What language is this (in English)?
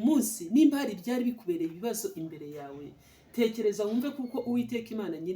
Kinyarwanda